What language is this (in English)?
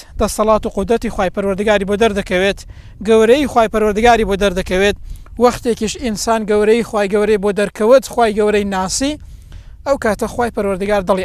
Central Kurdish